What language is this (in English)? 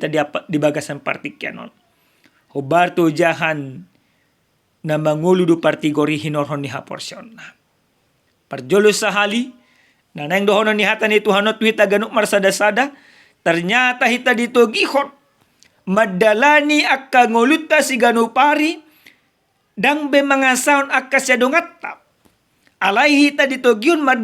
Batak Toba